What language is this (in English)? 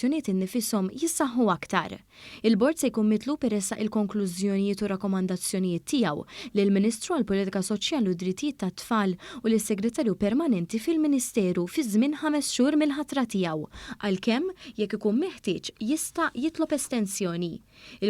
Maltese